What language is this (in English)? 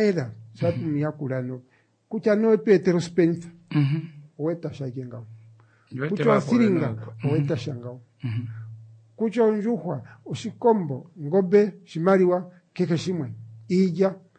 Kuanyama